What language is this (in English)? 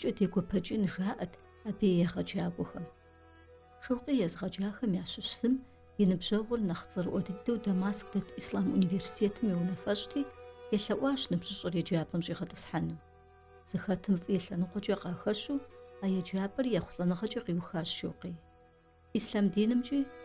Kabardian